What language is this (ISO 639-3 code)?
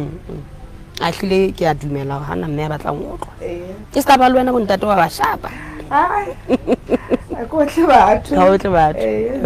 sot